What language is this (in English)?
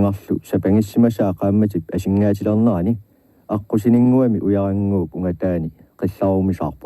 Kalaallisut